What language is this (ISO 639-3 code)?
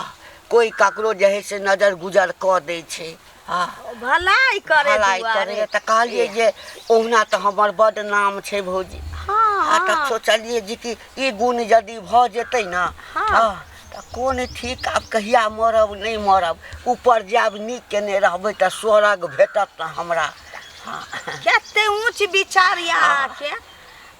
mai